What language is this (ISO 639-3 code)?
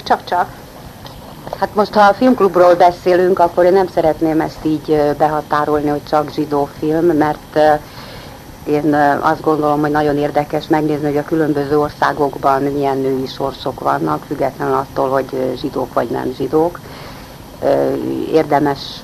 hun